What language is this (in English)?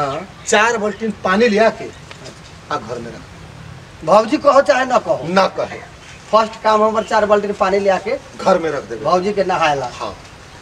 Bhojpuri